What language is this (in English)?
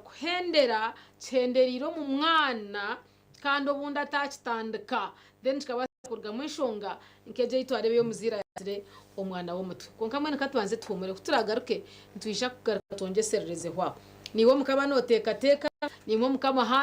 Nyankole